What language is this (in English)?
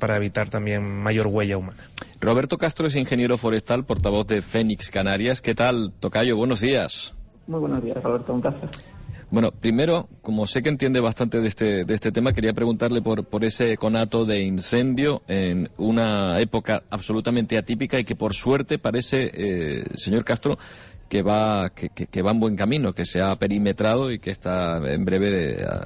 Spanish